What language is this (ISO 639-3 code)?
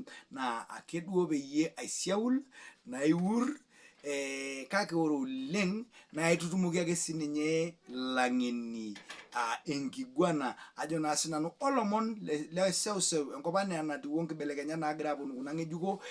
mas